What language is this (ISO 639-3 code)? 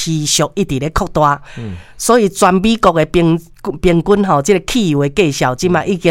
nan